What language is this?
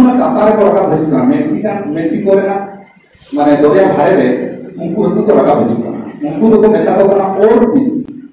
Santali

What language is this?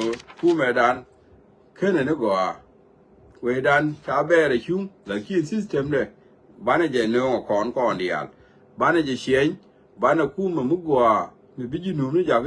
Nuer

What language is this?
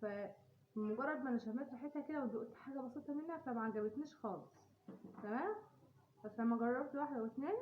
Egyptian Arabic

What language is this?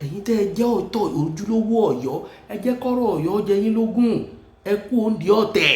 Yoruba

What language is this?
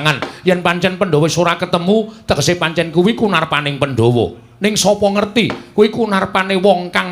Javanese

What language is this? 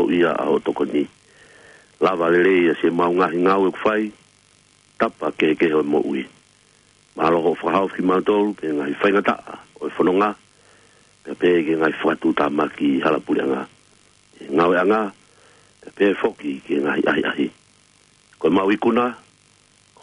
Tongan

